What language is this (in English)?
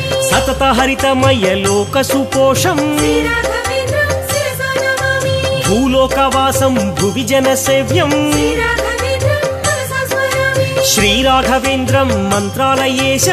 Telugu